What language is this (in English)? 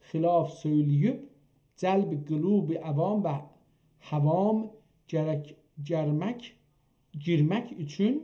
South Azerbaijani